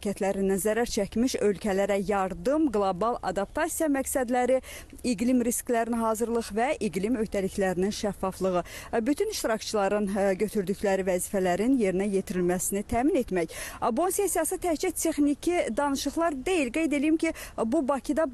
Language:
Azerbaijani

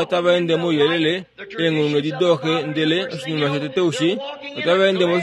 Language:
Kuanyama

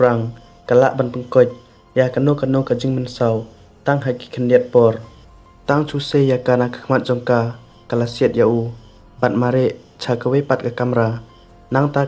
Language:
Khasi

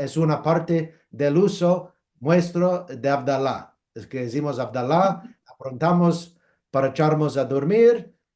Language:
Ladino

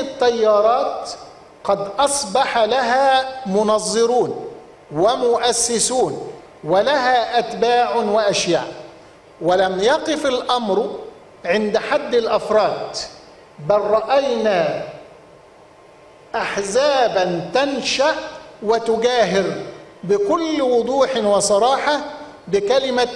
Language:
Arabic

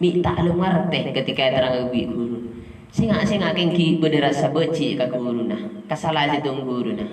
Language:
Madurese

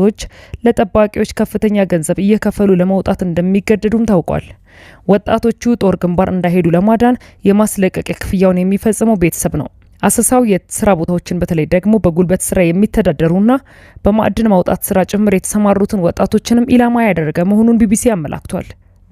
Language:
Amharic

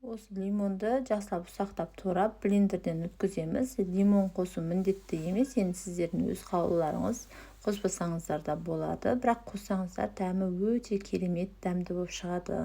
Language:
Kazakh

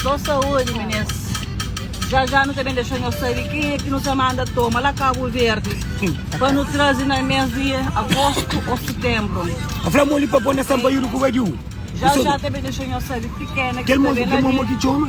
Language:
Kabuverdianu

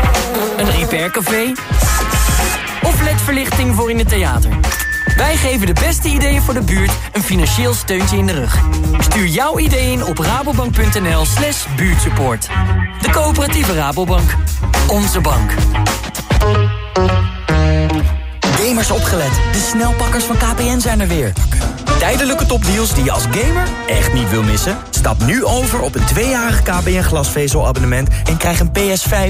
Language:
Dutch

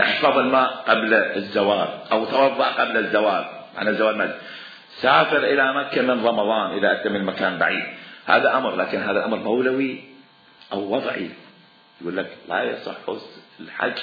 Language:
Mesopotamian Arabic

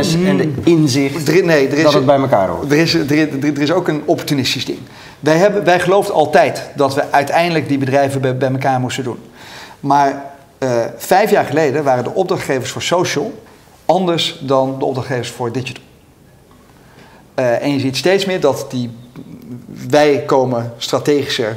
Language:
Dutch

